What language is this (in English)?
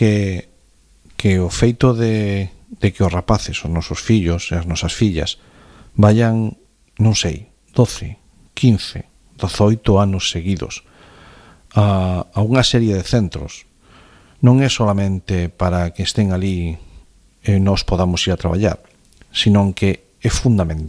Galician